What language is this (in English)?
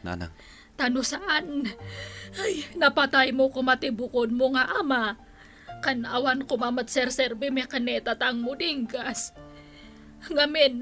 Iloko